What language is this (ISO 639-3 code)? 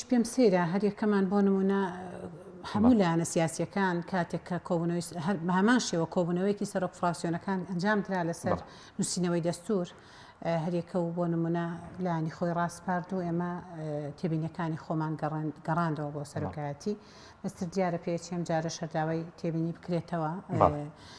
ckb